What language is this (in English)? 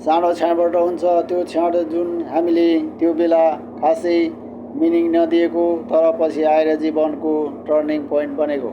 Nepali